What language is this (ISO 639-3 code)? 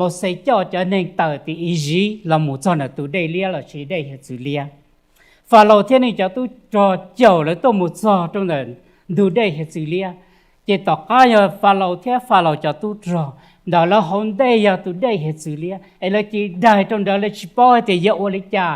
hmn